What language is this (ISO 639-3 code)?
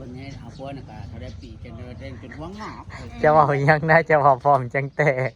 tts